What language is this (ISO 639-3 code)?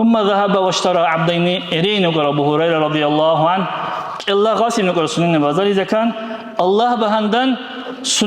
dar